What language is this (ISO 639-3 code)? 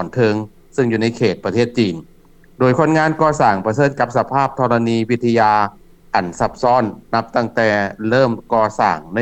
lao